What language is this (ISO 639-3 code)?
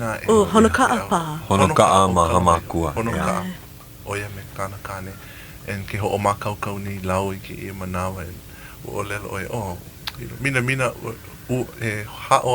haw